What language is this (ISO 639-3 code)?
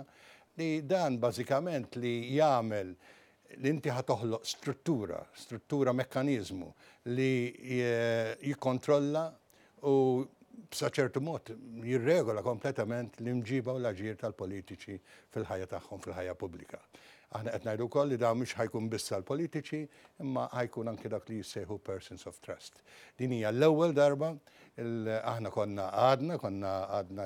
mlt